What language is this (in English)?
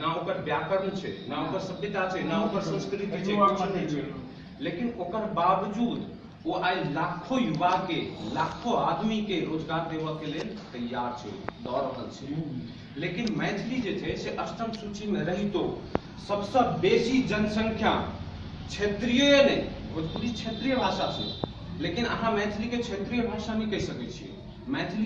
Maithili